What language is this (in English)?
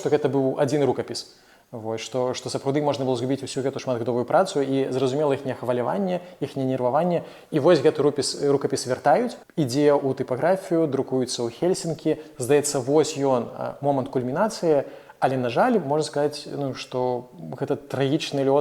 Belarusian